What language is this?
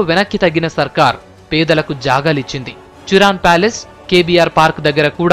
Telugu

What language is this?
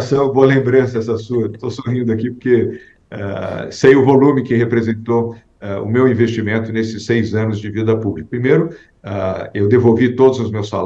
Portuguese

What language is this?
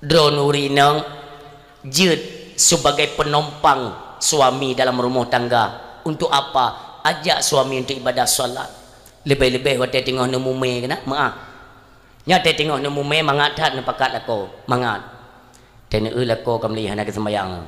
Achinese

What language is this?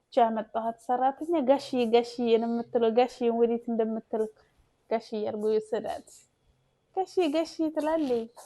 Amharic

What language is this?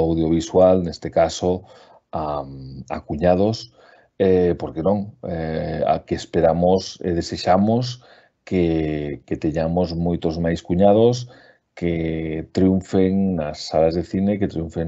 Galician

